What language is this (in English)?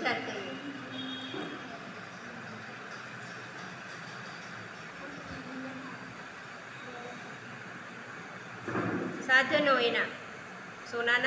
Gujarati